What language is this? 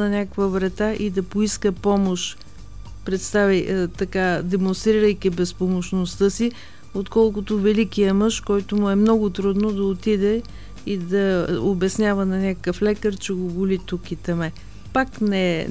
Bulgarian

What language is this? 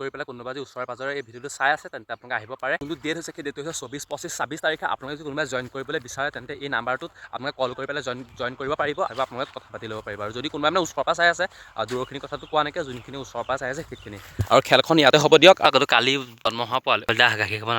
Assamese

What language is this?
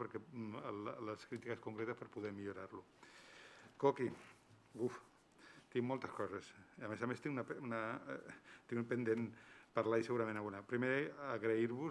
Catalan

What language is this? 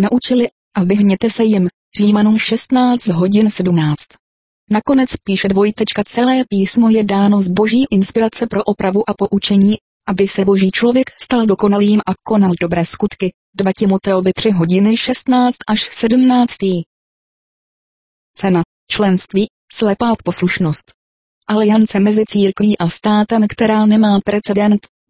Czech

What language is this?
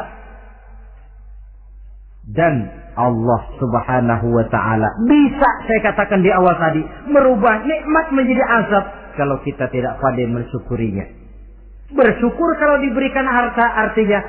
Indonesian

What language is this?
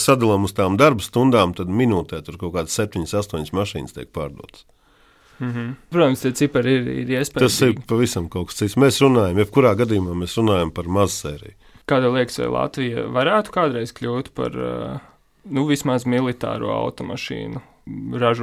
Latvian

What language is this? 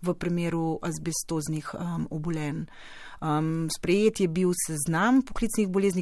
Slovenian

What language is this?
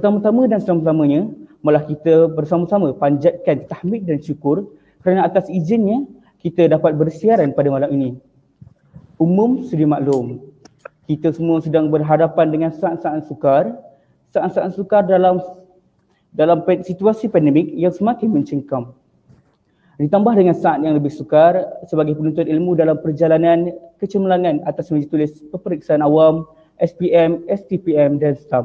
Malay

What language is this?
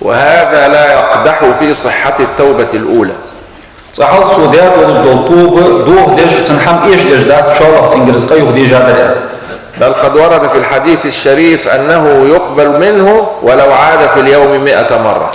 Ingush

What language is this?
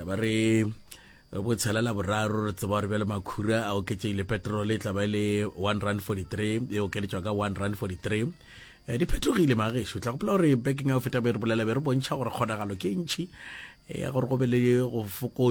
Northern Sotho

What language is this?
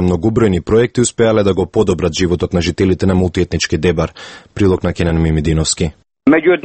Macedonian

